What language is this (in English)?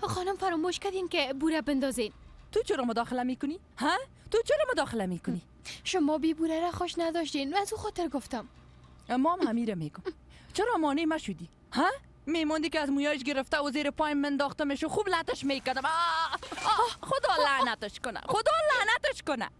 Persian